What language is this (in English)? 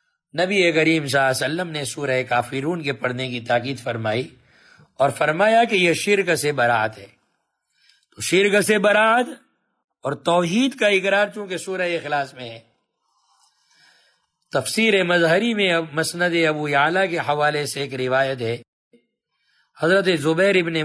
Urdu